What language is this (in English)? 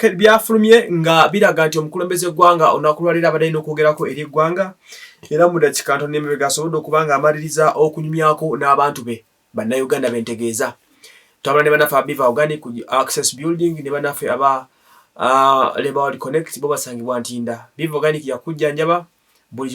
Ganda